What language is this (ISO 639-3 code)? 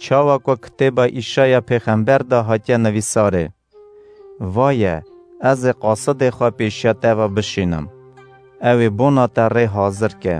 kur